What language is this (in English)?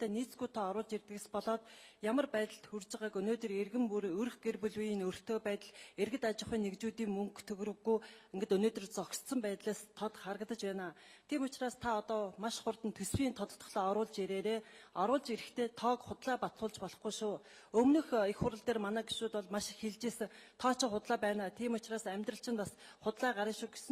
Mongolian